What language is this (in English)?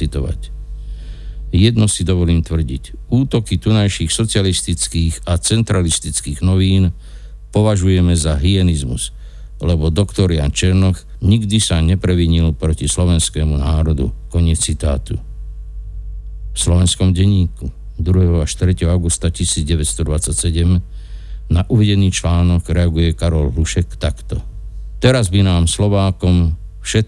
Slovak